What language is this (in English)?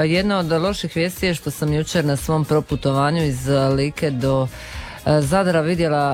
Croatian